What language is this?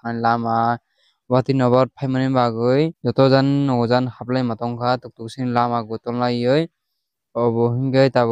Kok Borok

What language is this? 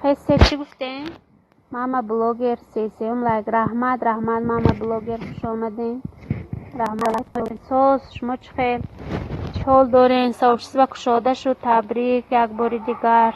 Tajik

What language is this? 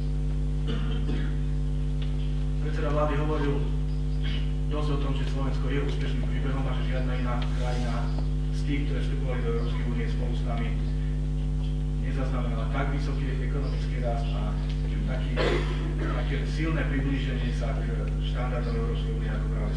Slovak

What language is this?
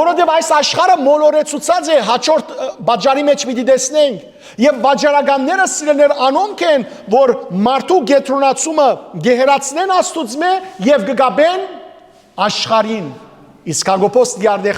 Western Armenian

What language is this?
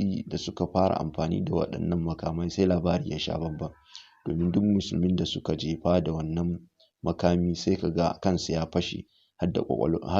Hausa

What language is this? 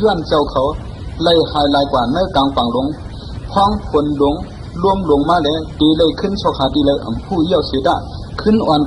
Shan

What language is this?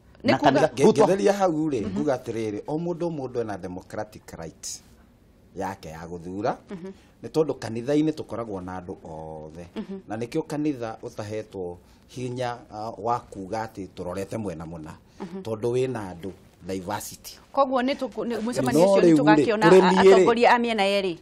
Kikuyu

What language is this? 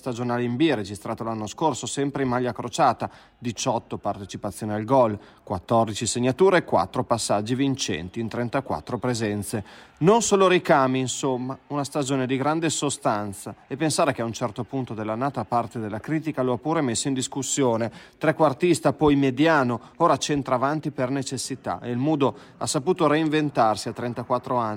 Italian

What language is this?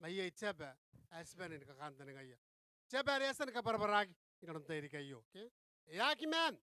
Gilbertese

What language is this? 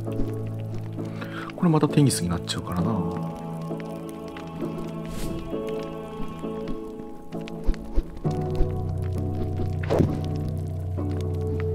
Japanese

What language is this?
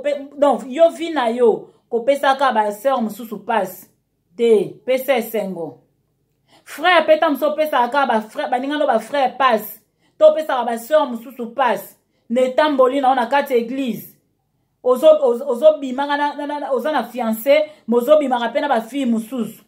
Lingala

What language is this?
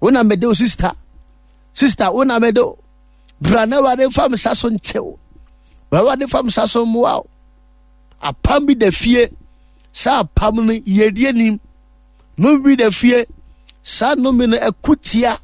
Akan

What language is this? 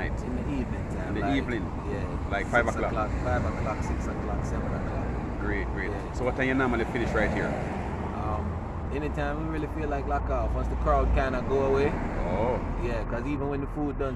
Jamaican Creole English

